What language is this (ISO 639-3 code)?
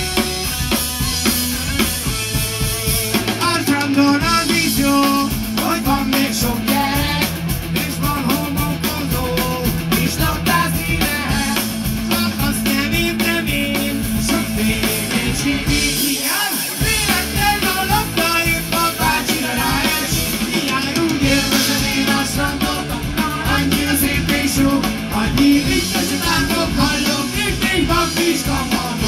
hun